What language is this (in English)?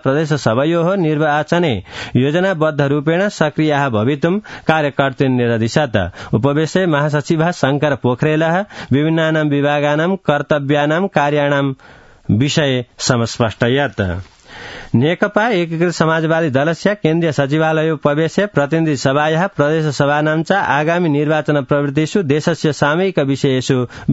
Sanskrit